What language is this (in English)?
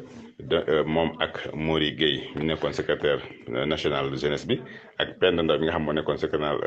Wolof